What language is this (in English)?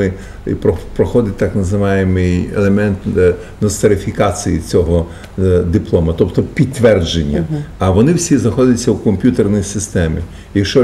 Ukrainian